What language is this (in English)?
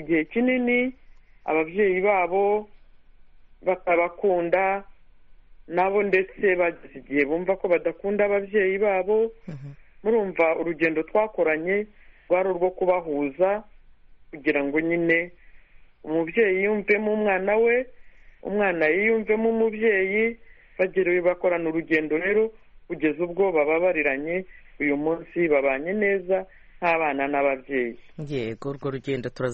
Kinyarwanda